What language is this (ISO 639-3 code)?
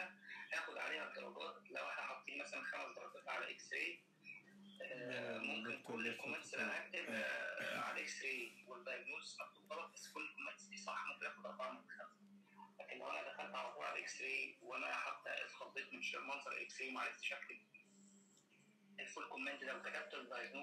arz